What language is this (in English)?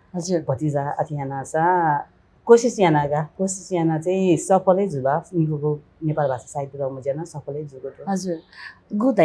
Newari